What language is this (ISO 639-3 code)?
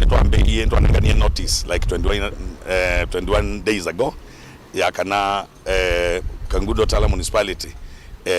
kam